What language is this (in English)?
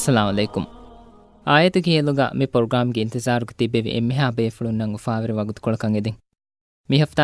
Divehi